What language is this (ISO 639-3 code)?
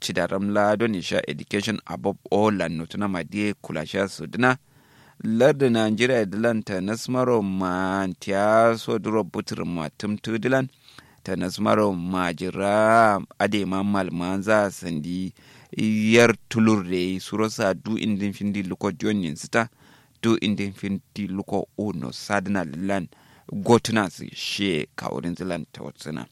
kau